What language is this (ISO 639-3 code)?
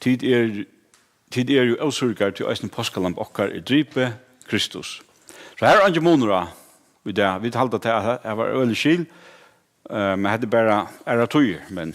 fao